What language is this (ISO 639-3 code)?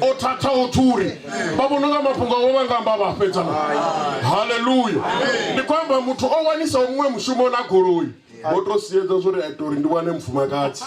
ven